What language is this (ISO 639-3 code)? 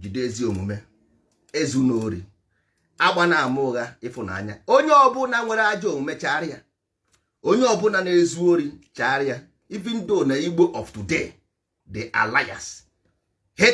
ibo